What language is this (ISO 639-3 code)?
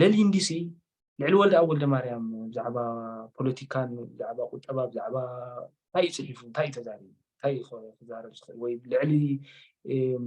tir